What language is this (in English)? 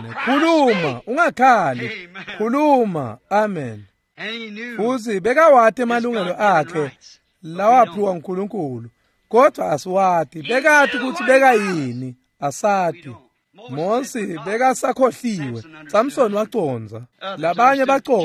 Swati